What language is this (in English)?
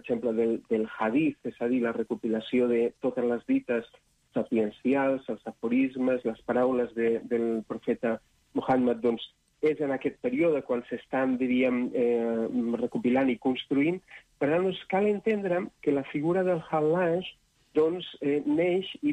Catalan